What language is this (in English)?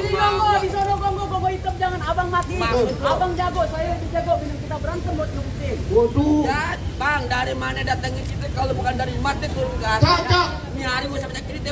Betawi